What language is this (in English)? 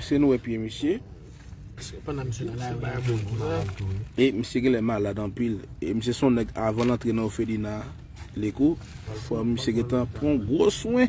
Haitian Creole